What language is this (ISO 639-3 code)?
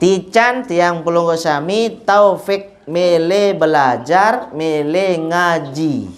sas